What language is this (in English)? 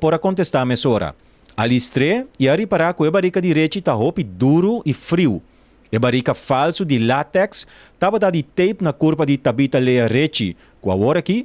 Papiamento